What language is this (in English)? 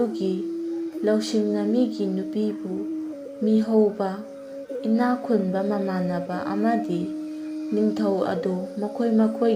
Manipuri